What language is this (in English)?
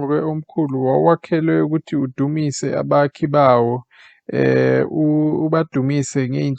Zulu